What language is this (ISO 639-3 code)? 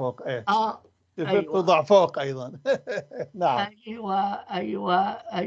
apc